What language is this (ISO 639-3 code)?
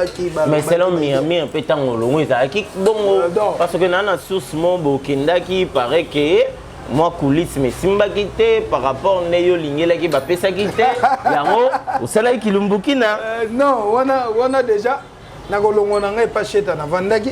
lin